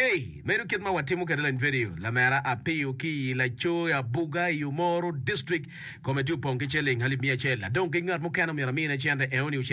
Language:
Acoli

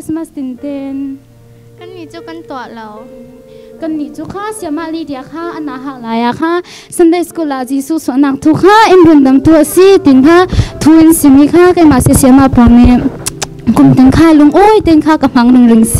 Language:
Falam Chin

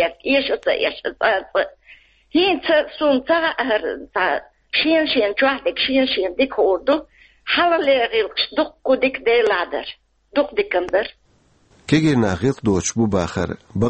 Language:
Chechen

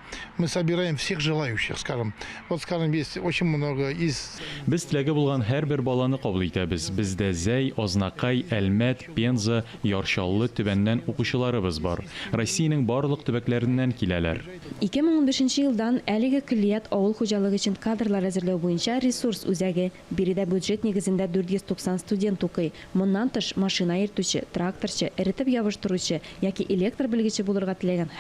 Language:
Tatar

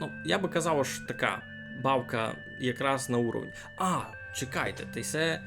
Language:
Rusyn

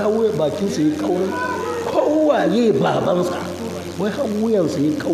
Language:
Hausa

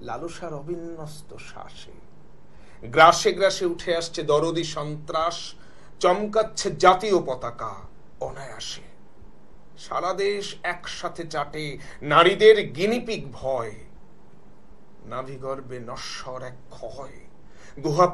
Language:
Bangla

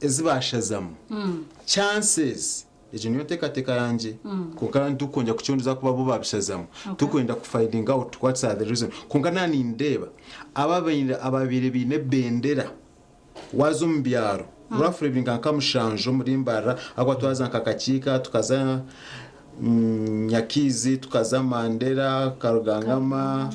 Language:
Nyankole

